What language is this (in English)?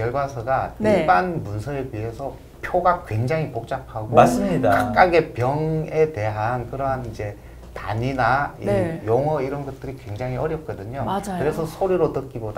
Korean